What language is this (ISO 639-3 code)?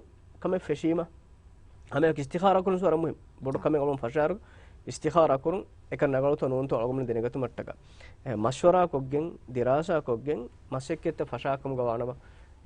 div